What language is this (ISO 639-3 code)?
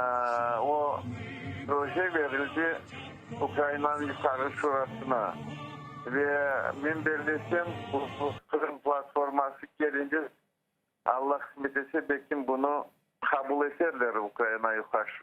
crh